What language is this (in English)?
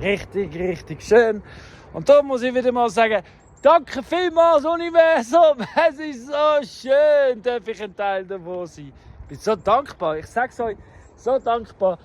Swiss German